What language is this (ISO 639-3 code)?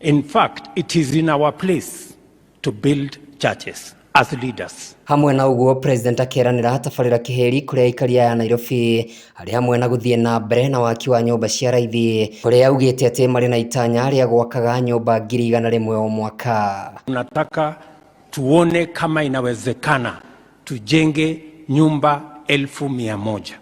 kik